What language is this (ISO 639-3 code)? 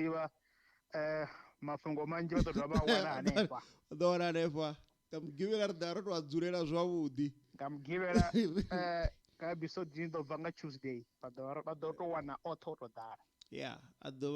ven